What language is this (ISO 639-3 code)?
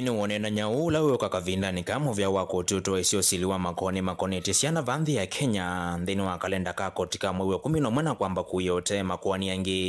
kam